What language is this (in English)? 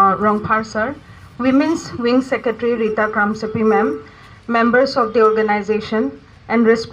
Karbi